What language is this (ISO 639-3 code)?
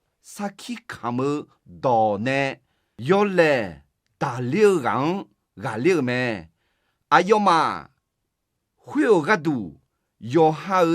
ahk